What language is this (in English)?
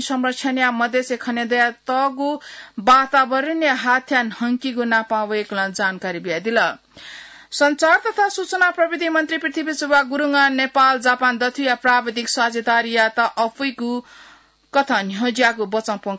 Newari